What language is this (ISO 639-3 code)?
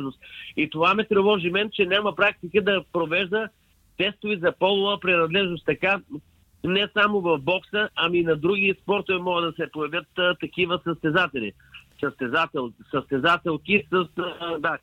bul